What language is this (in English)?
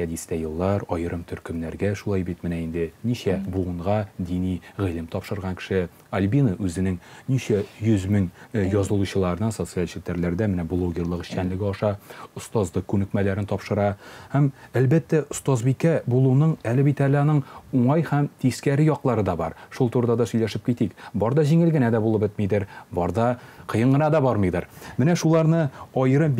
Tatar